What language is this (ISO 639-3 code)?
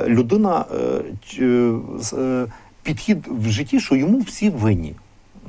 ukr